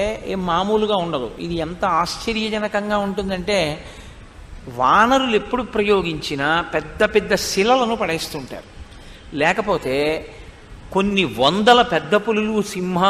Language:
Telugu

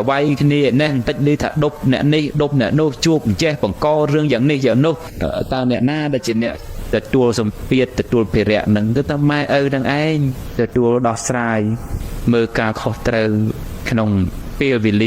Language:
Khmer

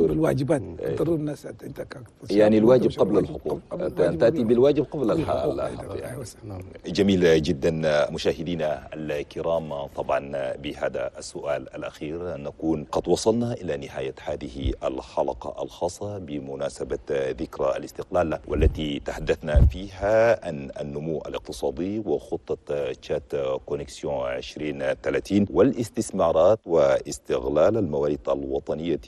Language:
Chadian Arabic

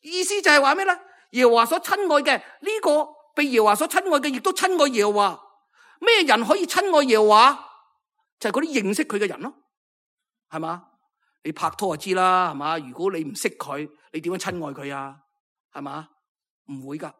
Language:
Cantonese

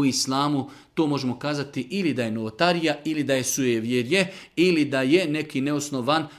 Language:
Serbian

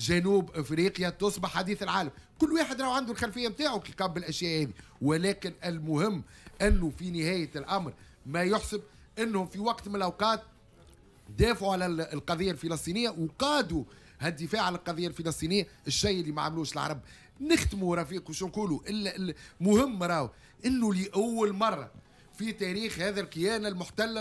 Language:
Tunisian Arabic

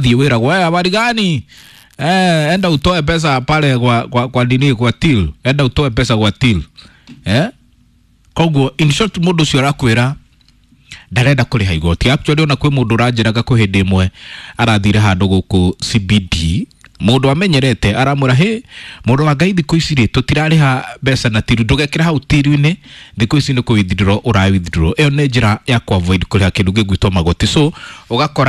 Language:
Kikuyu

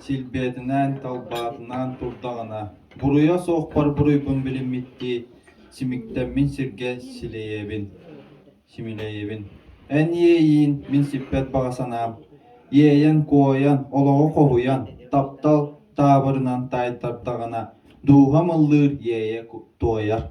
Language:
Yakut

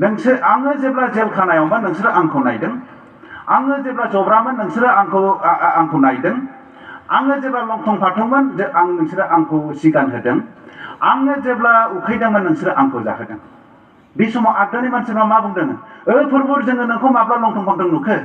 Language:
Bodo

